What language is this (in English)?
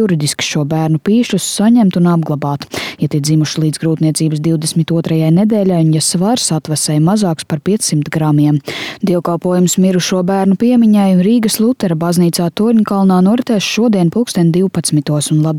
Latvian